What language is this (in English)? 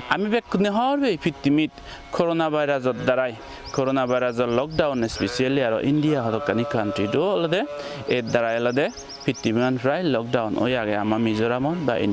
Chakma